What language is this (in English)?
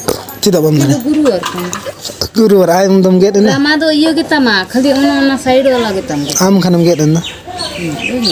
Santali